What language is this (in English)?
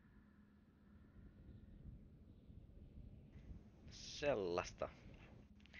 Finnish